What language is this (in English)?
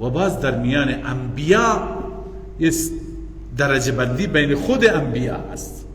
Persian